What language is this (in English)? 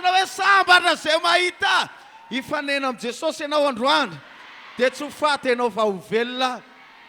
Malagasy